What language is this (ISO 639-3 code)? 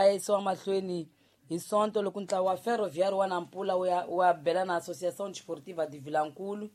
tso